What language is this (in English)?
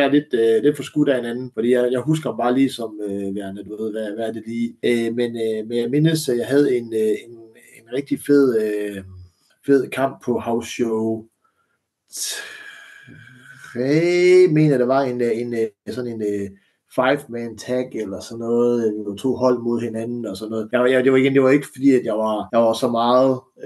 Danish